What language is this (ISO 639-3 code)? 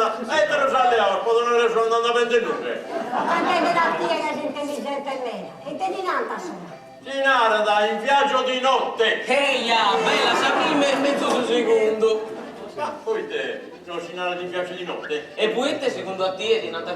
srd